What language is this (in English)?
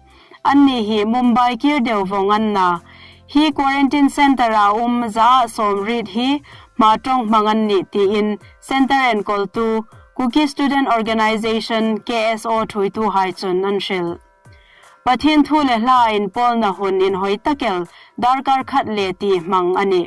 Hmar